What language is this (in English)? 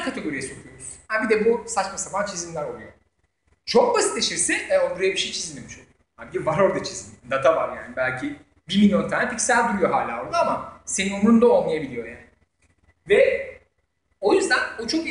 Turkish